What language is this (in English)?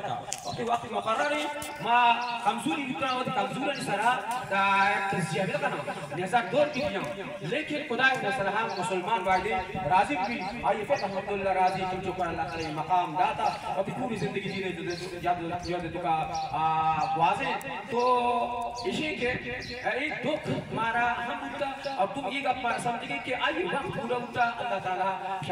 Baluchi